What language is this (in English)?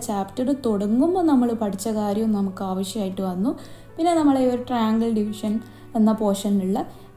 Malayalam